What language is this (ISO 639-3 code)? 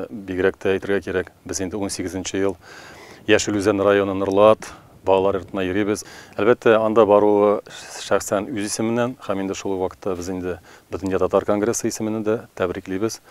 tat